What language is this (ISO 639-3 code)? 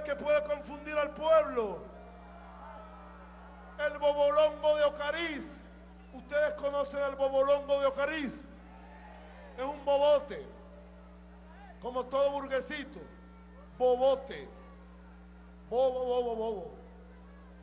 spa